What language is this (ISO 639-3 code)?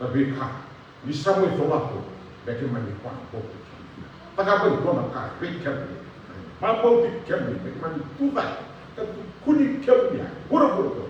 fij